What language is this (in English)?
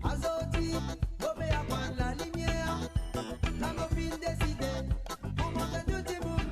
Morisyen